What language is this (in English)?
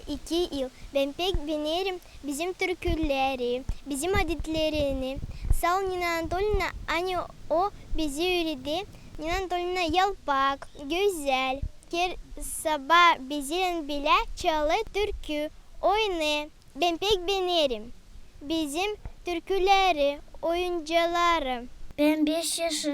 Gagauz